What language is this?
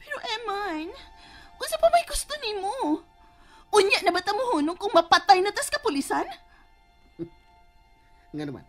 Cebuano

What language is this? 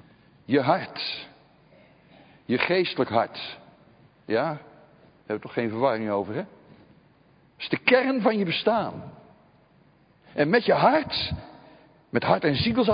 Dutch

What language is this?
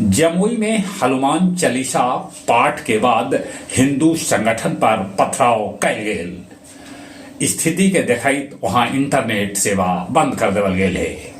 Magahi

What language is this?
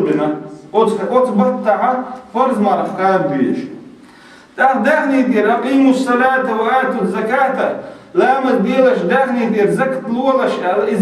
Chechen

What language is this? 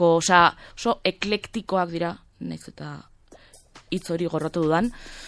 Basque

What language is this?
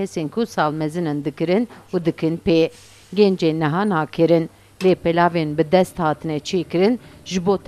Kurdish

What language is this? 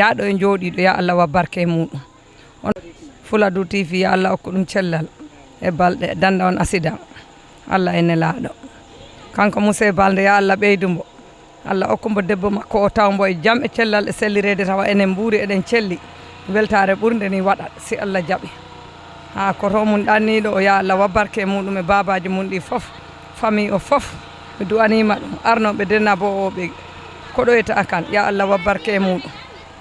Fula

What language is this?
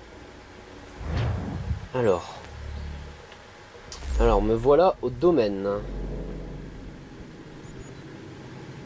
French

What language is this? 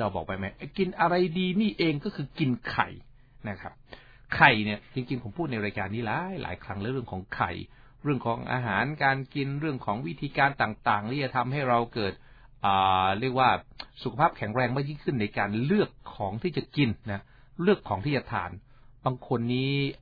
Thai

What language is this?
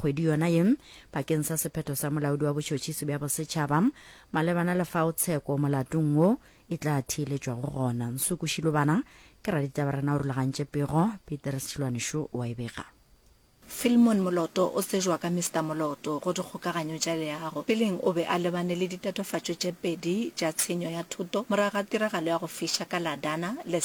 Northern Sotho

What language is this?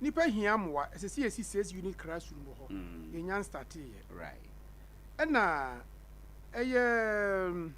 Akan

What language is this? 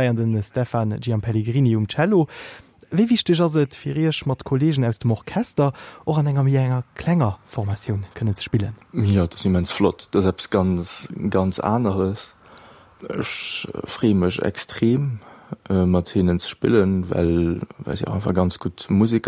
Luxembourgish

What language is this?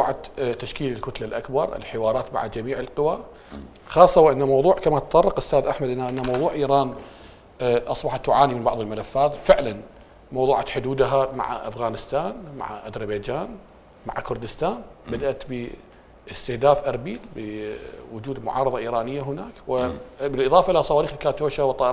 Mesopotamian Arabic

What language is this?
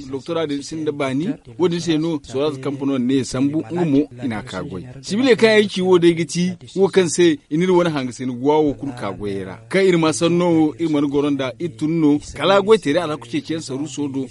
Zarma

